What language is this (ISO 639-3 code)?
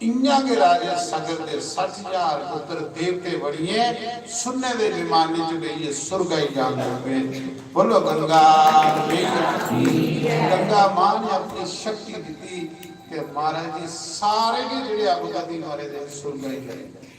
doi